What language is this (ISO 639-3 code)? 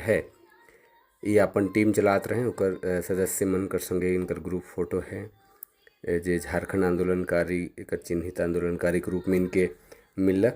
sck